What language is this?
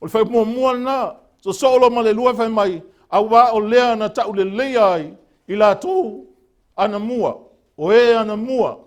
Samoan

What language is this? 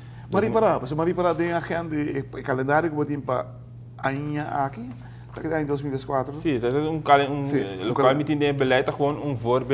Papiamento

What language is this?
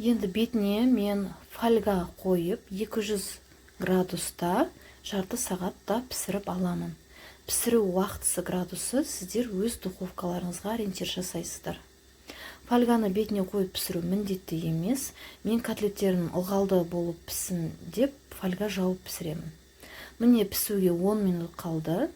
Kazakh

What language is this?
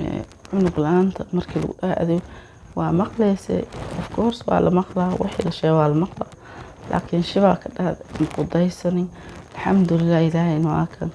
Somali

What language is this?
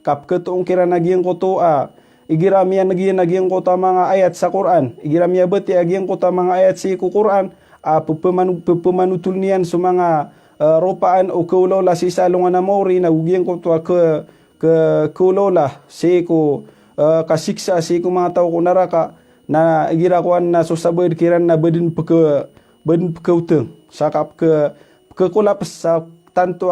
Maranao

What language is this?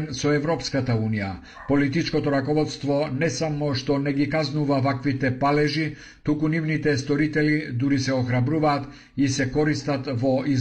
Macedonian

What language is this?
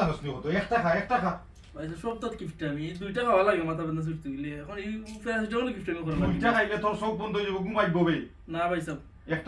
Sylheti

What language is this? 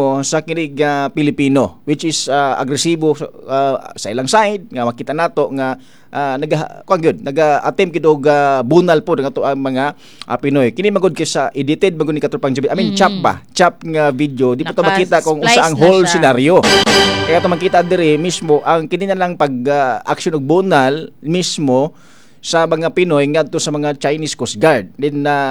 Cebuano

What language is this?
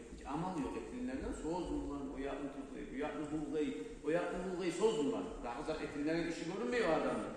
Kumyk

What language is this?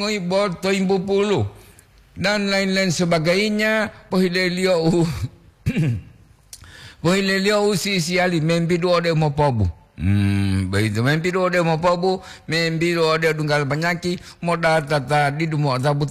Gorontalo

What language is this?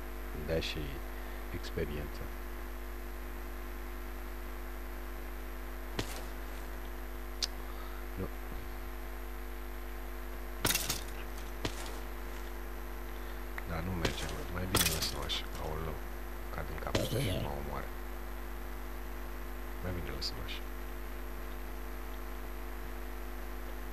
Romanian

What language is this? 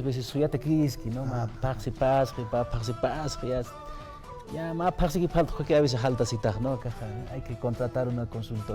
Aymara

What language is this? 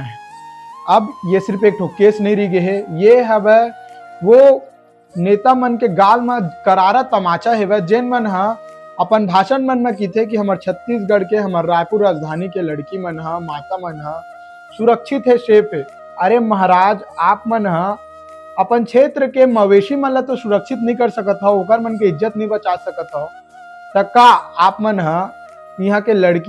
Chhattisgarhi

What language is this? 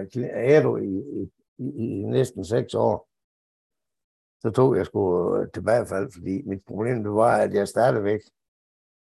Danish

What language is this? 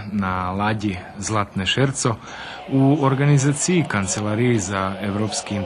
Rusyn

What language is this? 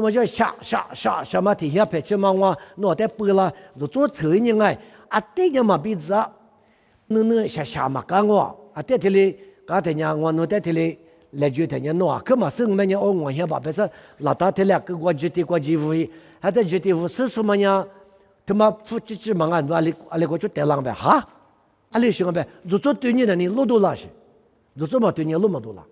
Lisu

